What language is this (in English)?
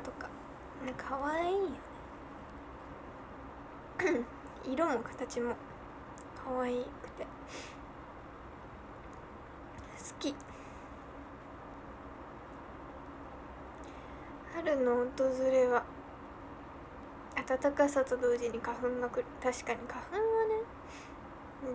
Japanese